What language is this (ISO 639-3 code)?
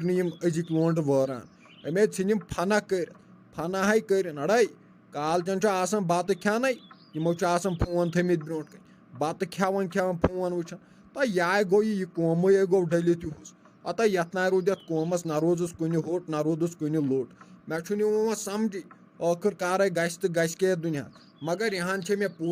kas